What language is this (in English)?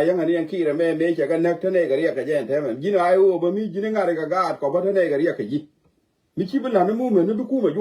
Nuer